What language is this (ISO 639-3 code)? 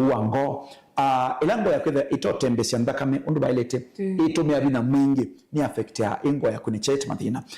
kam